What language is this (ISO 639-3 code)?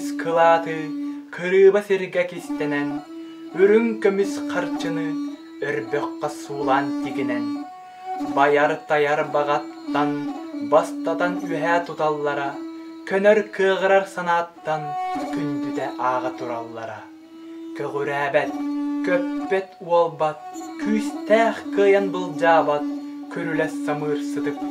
sah